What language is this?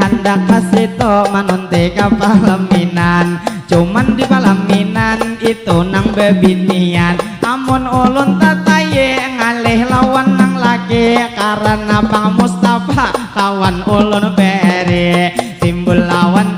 Banjar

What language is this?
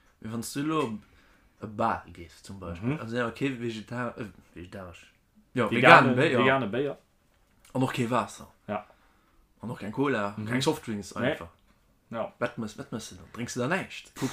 Luxembourgish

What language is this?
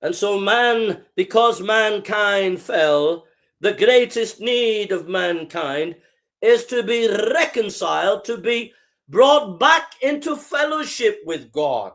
English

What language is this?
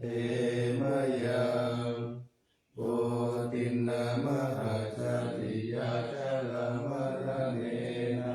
Pali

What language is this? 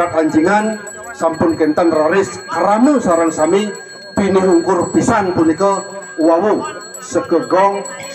Balinese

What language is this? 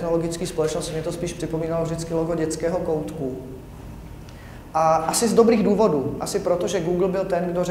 Czech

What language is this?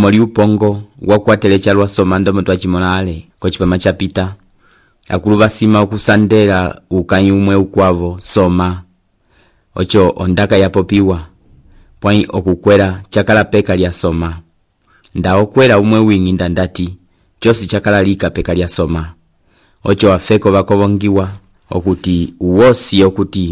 Umbundu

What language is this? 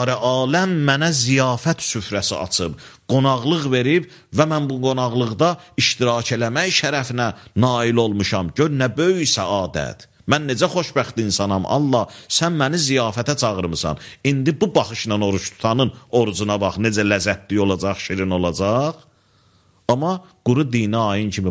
Azerbaijani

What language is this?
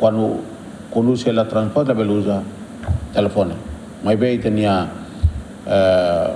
Tetum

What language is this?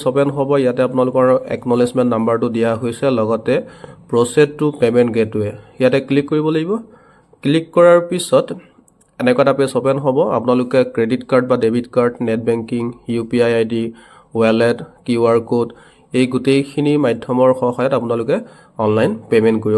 Assamese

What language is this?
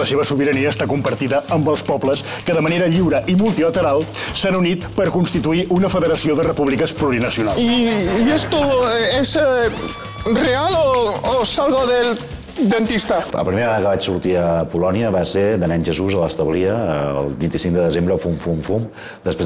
Catalan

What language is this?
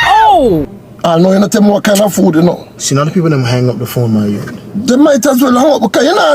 Jamaican Creole English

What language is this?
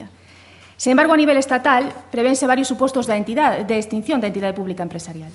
Galician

